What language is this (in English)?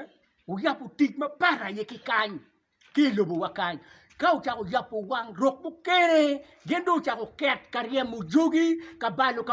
Acoli